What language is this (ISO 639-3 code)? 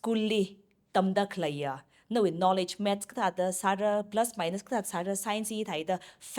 nmf